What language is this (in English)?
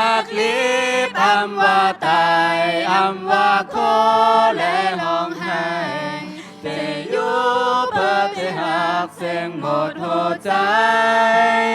Shan